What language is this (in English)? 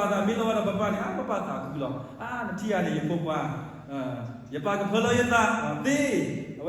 S'gaw Karen